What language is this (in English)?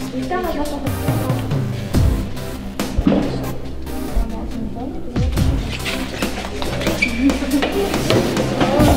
Slovak